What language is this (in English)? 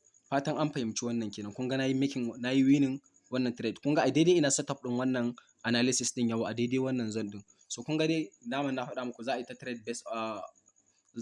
Hausa